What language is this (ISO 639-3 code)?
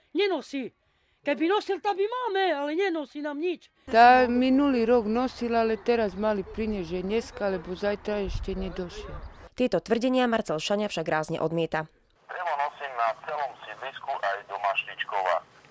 slk